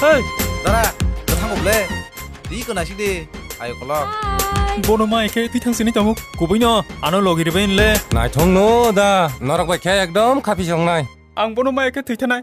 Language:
Kok Borok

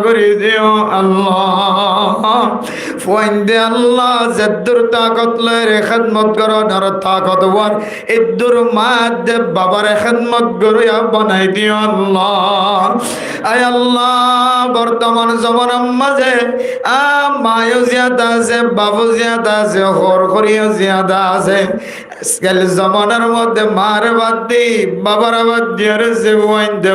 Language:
Rohingya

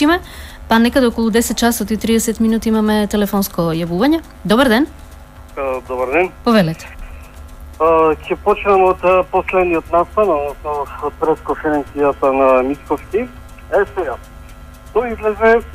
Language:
Macedonian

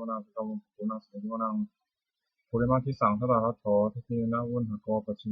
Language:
Pali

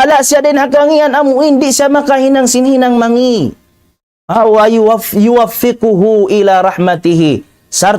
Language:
Tausug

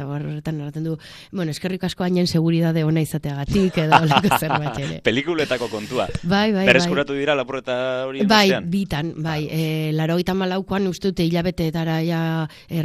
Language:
Basque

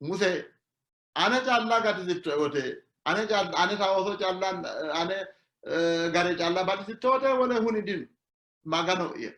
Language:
Sidamo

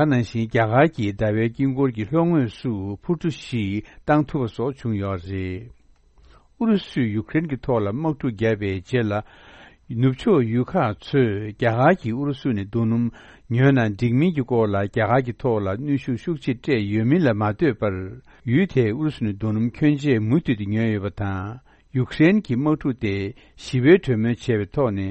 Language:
Tibetan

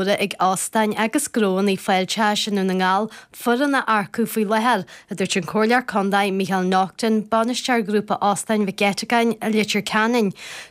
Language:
Irish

